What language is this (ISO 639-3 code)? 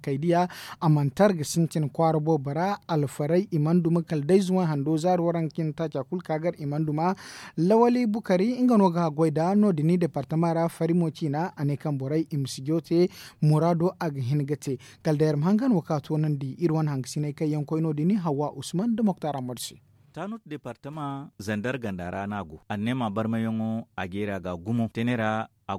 dje